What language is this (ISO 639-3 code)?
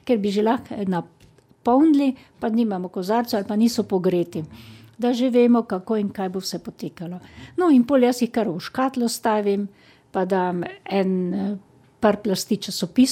slv